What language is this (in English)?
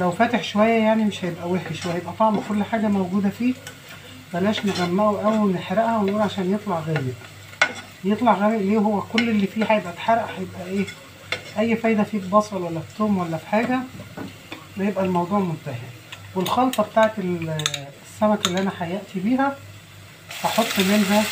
Egyptian Arabic